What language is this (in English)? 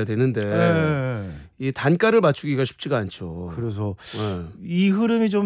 Korean